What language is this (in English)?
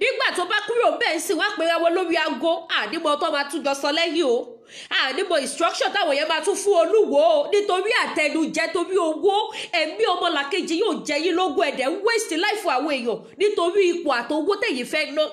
Yoruba